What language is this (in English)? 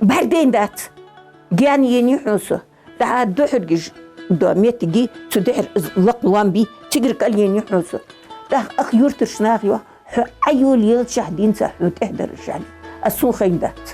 Ingush